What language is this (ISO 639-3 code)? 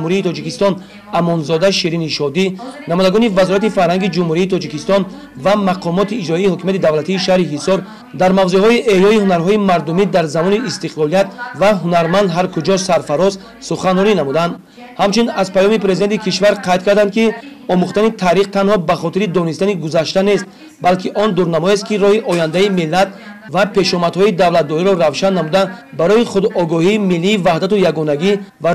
tgk